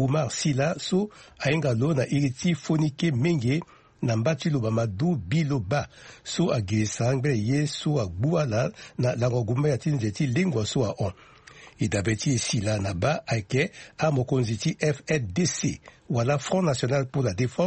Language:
Sango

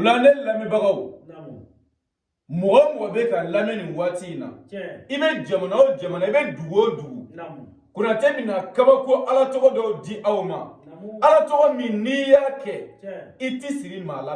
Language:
Bambara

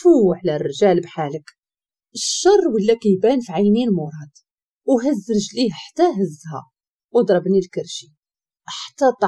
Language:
Moroccan Arabic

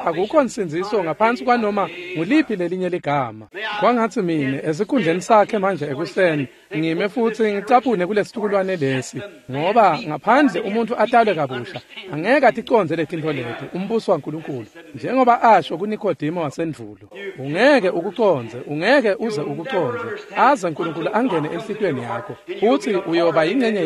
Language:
Swati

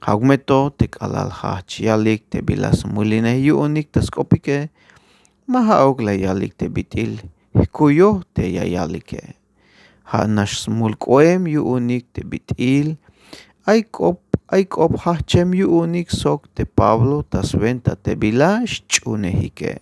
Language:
Tzeltal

